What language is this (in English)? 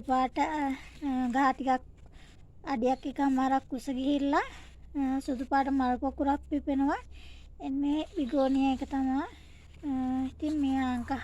Sinhala